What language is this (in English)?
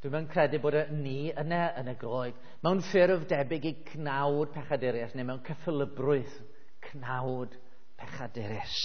Welsh